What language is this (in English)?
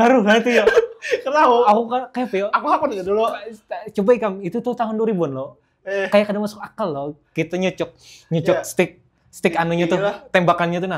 Banjar